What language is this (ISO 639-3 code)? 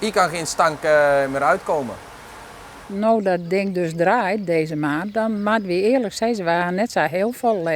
fry